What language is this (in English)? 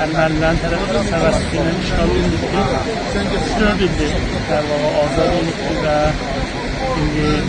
South Azerbaijani